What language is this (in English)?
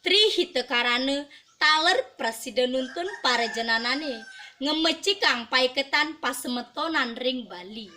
Balinese